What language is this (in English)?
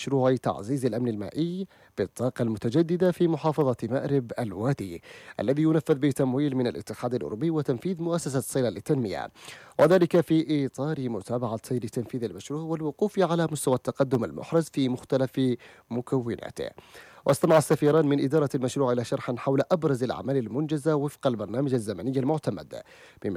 Arabic